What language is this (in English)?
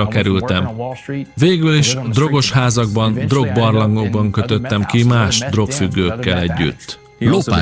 Hungarian